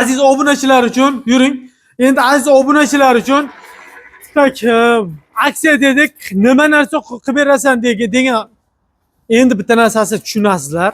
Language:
Uzbek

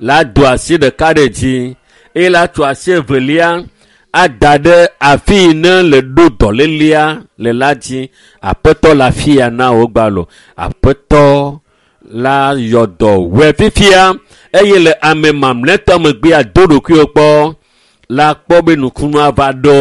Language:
Ewe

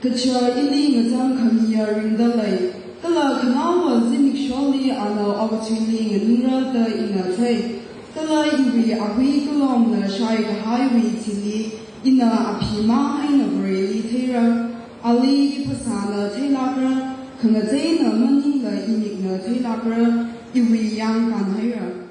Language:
Tangkhul Naga (India)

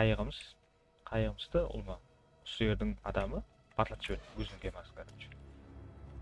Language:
Kara-Kalpak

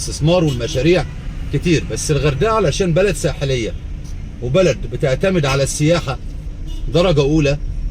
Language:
Egyptian Arabic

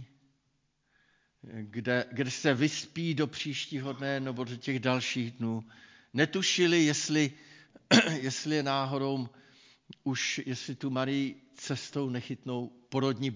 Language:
Czech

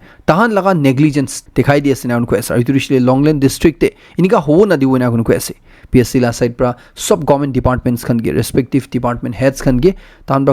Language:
Naga Pidgin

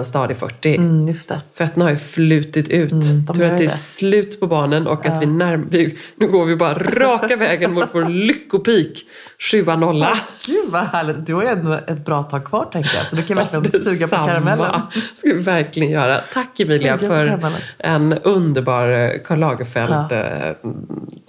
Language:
Swedish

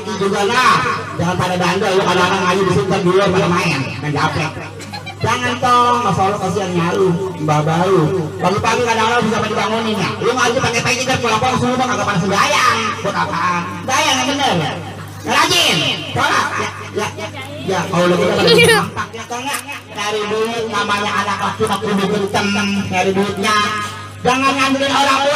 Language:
Betawi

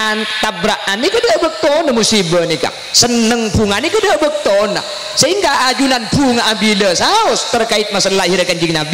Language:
Madurese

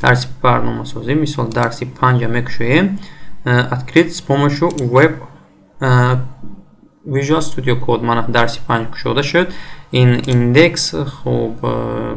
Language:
Tajik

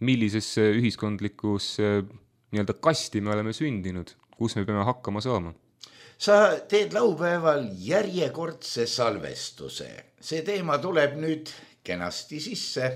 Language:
Estonian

